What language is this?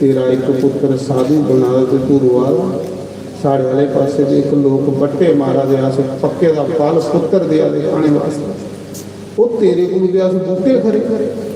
Dogri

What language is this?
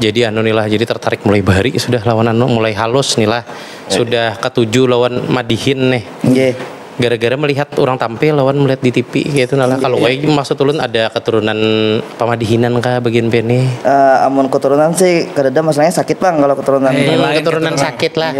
Banjar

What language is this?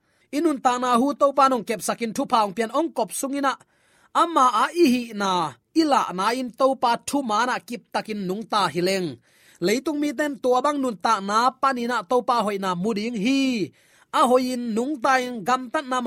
Tedim Chin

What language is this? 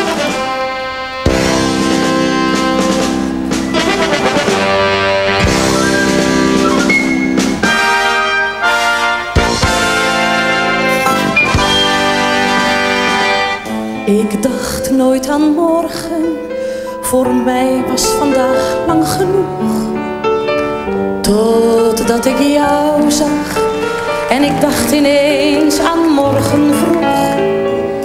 Dutch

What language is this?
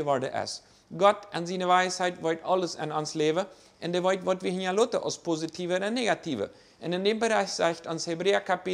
Plautdietsch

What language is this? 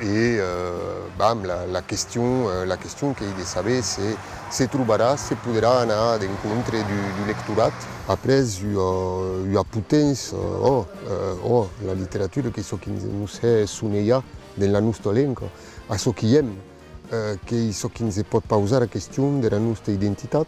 Occitan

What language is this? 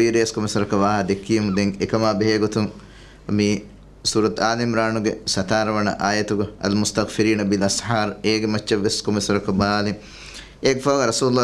Divehi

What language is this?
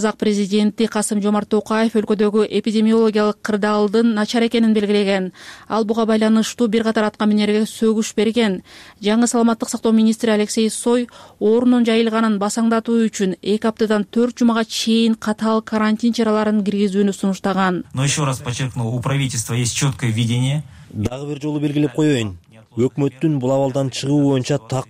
Kyrgyz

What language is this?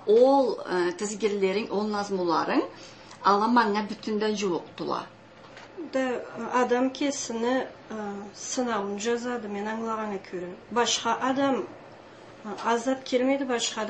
Karachay-Balkar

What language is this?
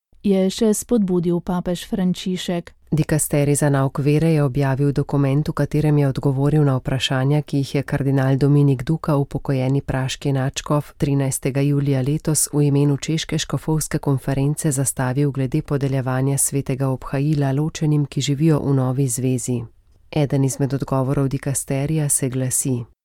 Slovenian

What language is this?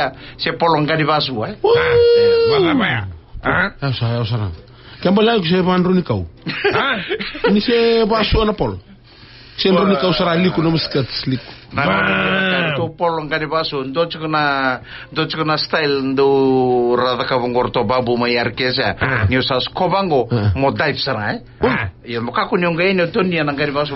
Fijian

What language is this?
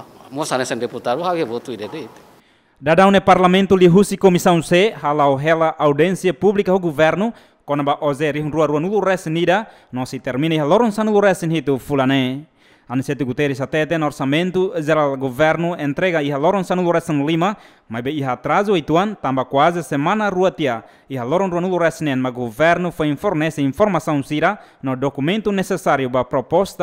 Tetum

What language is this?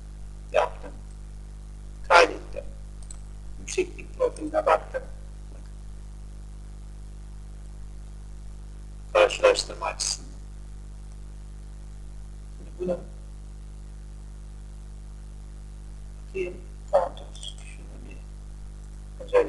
Turkish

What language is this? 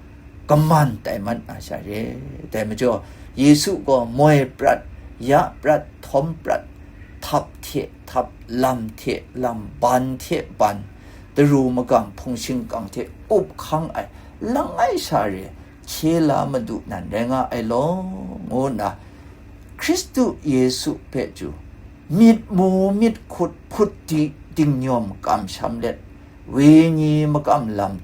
Kachin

